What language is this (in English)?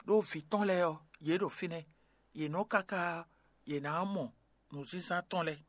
Fon